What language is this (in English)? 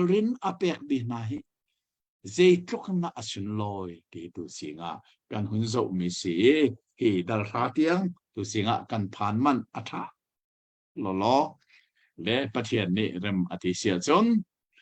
Hakha Chin